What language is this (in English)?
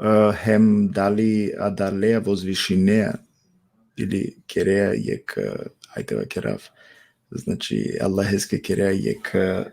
Balkan Romani